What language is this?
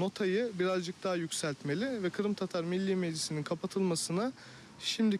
Crimean Tatar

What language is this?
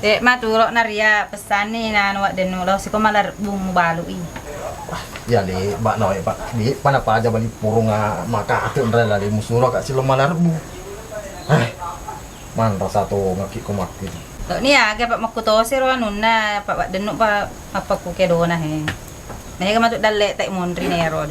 Buginese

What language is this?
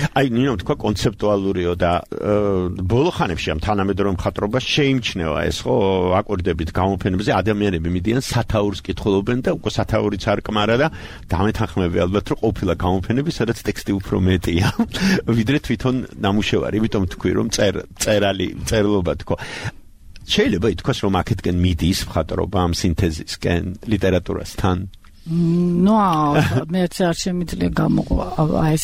Georgian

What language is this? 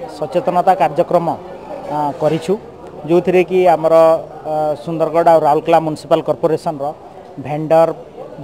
Odia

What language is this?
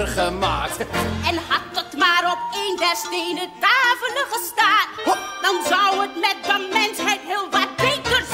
Dutch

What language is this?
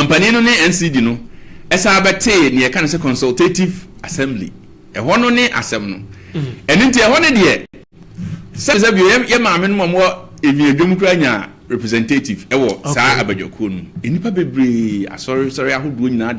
Akan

